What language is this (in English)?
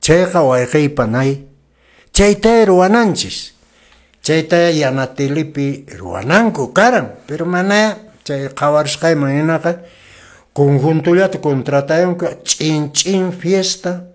Quechua